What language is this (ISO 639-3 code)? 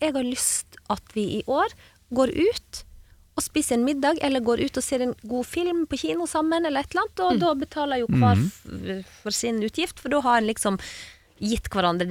nor